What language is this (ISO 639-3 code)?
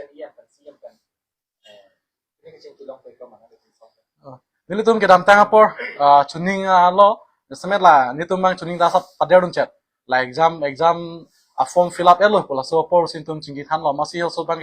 mjw